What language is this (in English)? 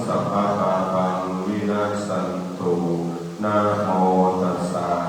Pali